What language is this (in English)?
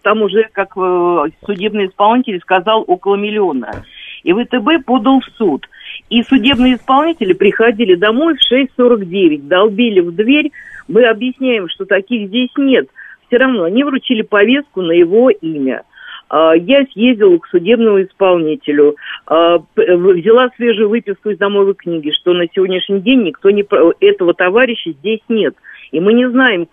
Russian